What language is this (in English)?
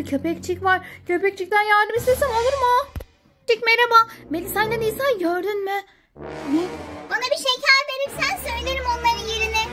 Turkish